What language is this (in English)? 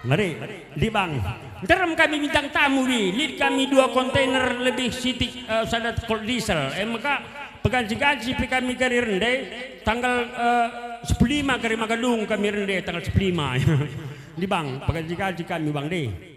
Batak Karo